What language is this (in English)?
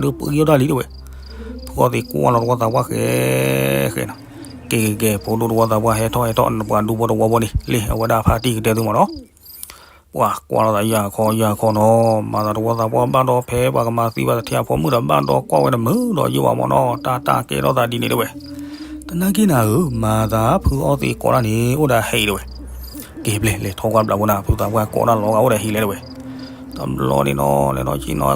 S'gaw Karen